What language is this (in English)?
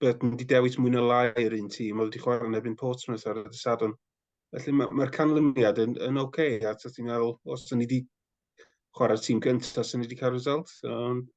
Welsh